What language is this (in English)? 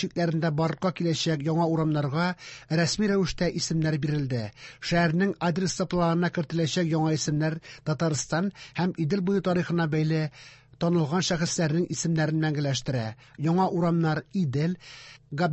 Tatar